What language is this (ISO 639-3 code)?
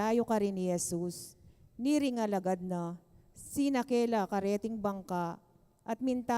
pam